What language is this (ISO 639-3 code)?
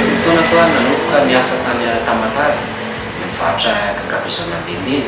mlg